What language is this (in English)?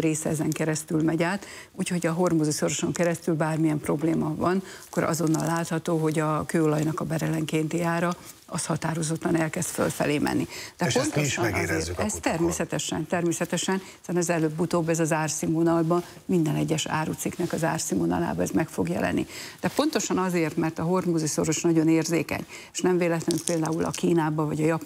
Hungarian